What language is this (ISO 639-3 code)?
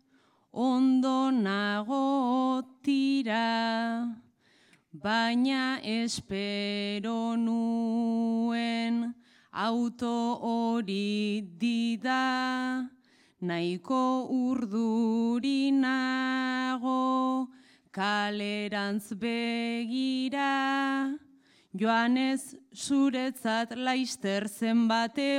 eus